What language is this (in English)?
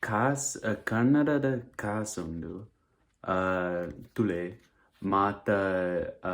Tulu